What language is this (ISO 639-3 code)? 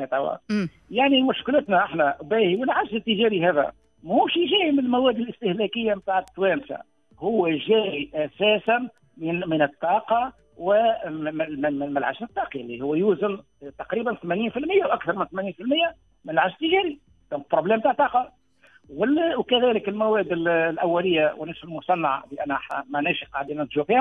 aeb